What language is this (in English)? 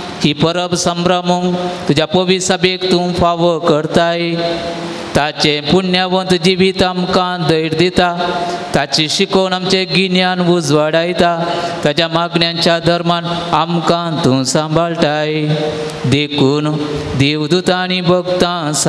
Konkani